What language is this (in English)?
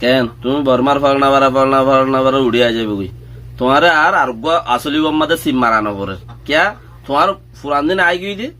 Rohingya